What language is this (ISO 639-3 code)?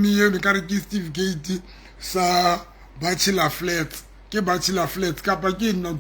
sot